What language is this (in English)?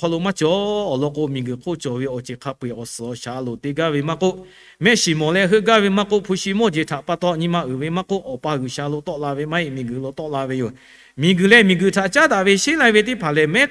Lahu